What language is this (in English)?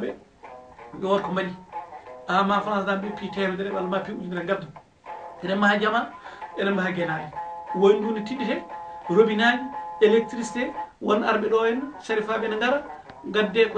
Fula